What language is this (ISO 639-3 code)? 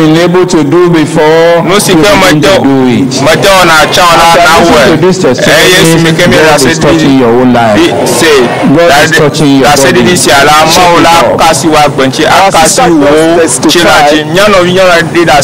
ewe